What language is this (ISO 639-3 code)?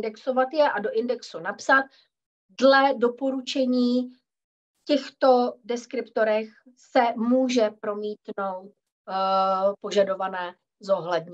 ces